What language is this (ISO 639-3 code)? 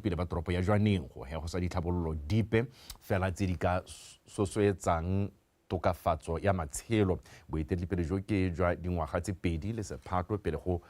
tsn